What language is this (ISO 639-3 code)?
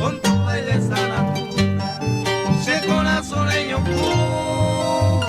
grn